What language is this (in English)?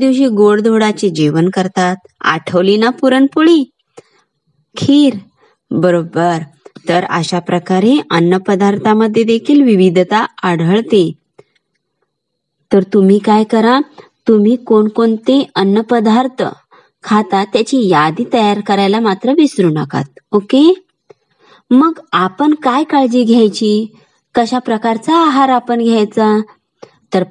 Marathi